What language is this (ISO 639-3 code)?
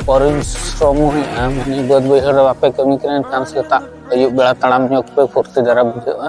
sat